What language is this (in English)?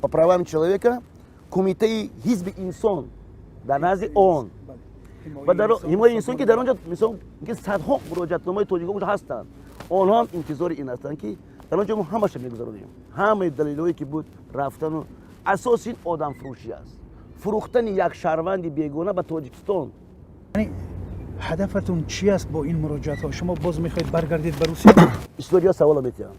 Tajik